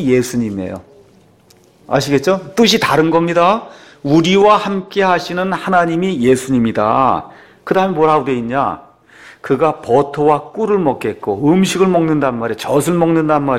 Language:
Korean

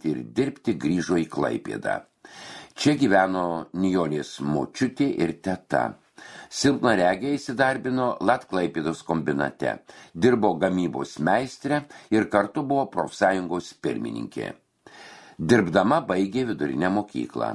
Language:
Lithuanian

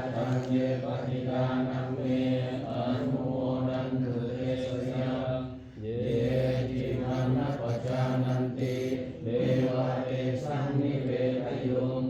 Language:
Pali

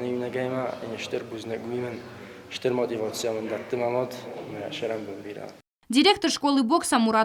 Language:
Ossetic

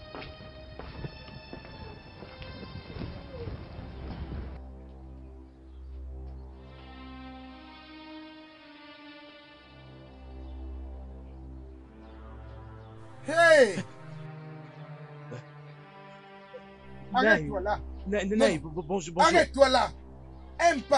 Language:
French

